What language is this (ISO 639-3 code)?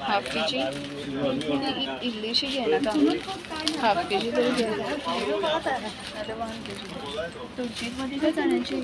kok